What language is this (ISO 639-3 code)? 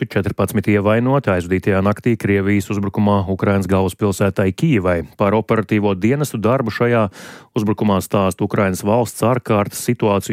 lav